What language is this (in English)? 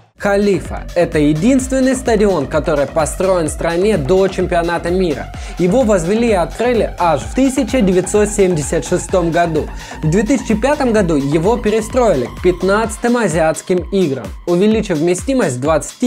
Russian